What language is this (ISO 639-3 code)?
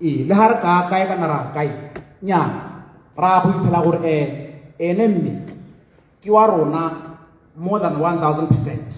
tsn